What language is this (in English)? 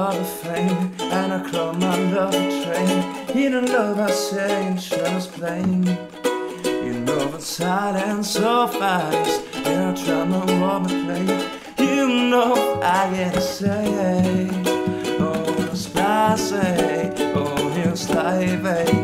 Italian